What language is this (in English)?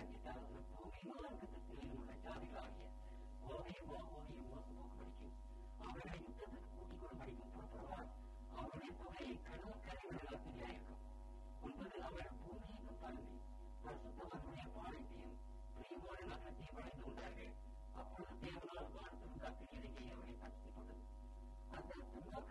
Tamil